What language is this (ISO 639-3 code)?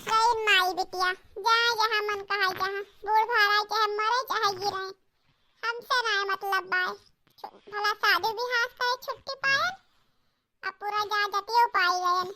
awa